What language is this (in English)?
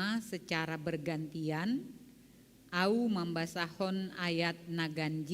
Batak Simalungun